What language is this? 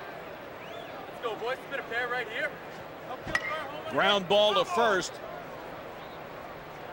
English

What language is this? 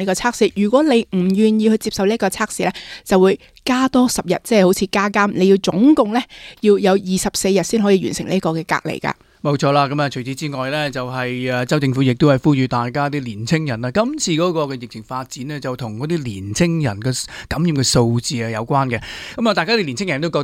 Cantonese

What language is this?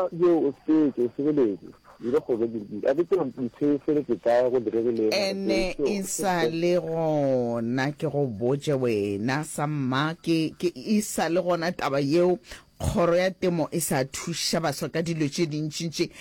Northern Sotho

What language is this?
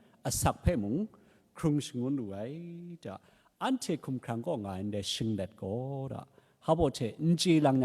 Kachin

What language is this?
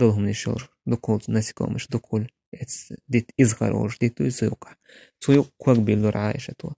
Chechen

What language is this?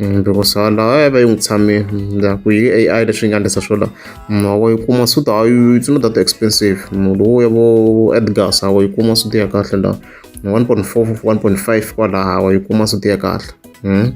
Tsonga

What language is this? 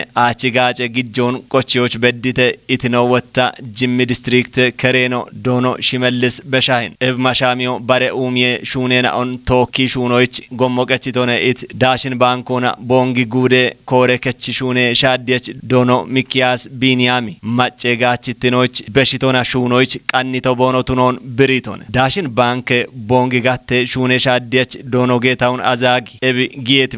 Kafa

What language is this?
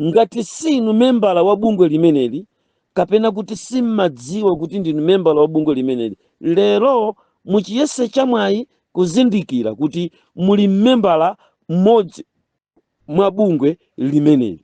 Nyanja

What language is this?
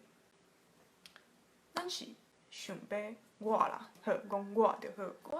Min Nan Chinese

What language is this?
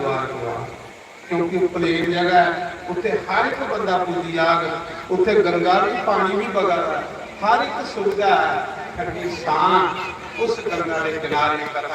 Dogri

